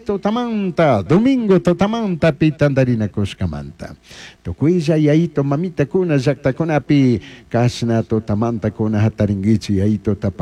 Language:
Chimborazo Highland Quichua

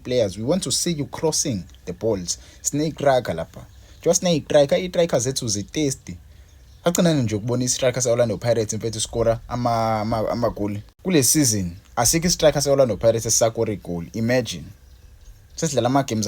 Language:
Zulu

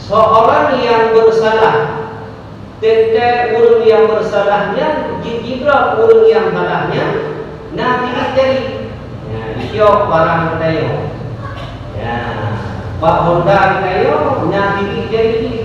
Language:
Achinese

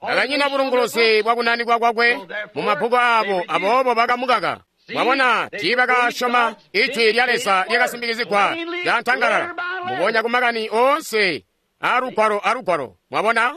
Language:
Tonga (Zambia)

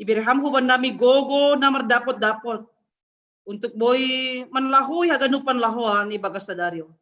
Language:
Batak Simalungun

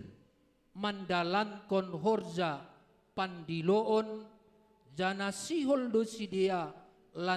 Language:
Batak Simalungun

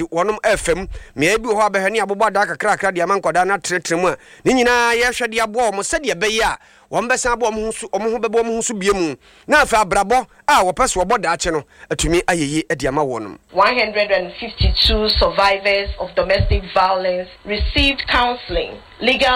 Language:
Akan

